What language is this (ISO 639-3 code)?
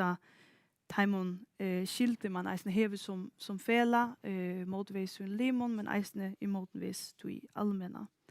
fao